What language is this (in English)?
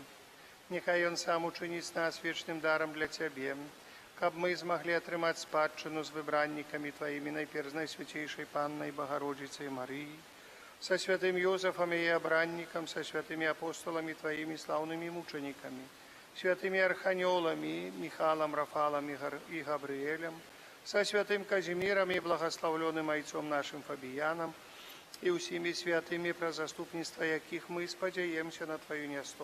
Belarusian